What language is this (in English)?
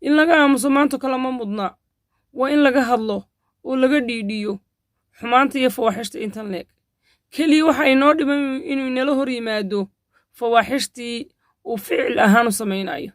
Somali